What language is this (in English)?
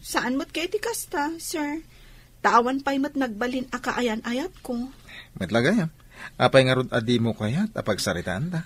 Iloko